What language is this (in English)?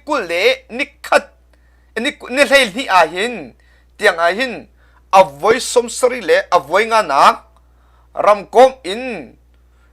Hakha Chin